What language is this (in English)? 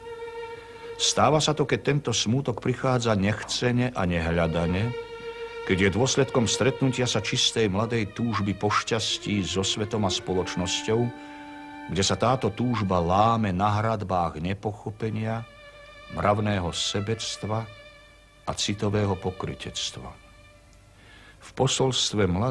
Slovak